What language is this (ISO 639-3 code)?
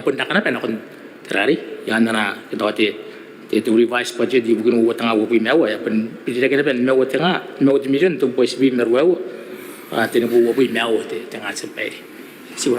gil